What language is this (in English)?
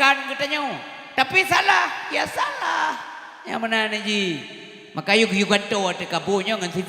Achinese